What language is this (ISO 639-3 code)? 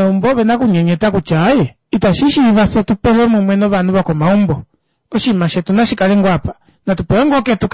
kua